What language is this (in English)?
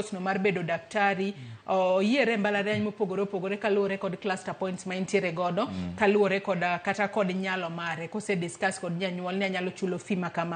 Luo (Kenya and Tanzania)